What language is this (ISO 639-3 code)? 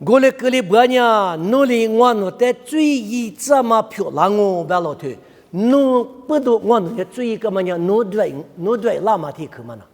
lis